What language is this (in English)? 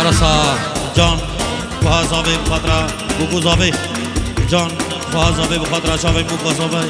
Kurdish